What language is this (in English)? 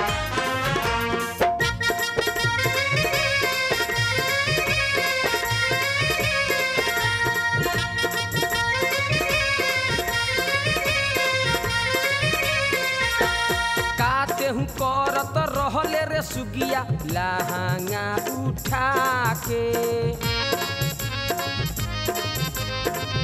Bhojpuri